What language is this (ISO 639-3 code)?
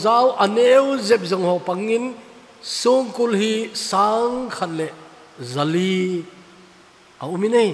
tcz